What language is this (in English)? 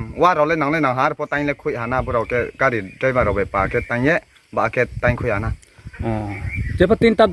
Riang (India)